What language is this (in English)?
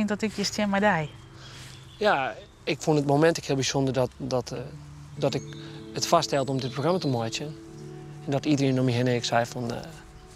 Western Frisian